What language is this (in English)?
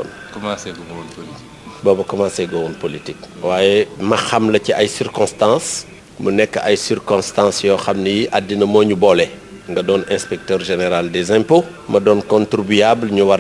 Wolof